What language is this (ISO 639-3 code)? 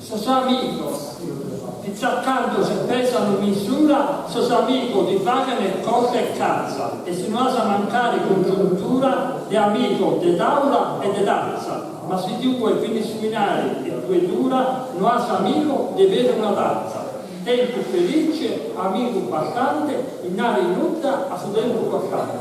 srd